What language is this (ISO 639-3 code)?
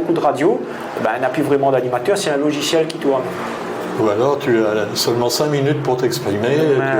rcf